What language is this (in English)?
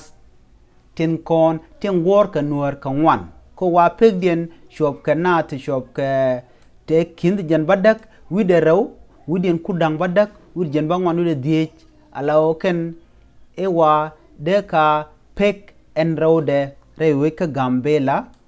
Nuer